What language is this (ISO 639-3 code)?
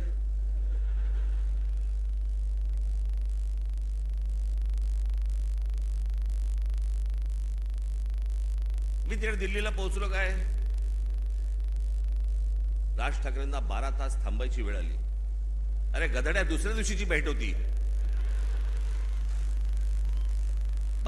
mar